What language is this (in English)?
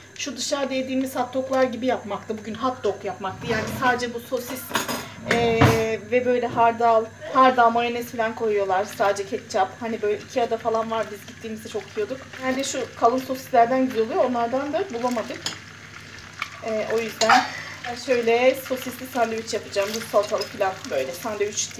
Turkish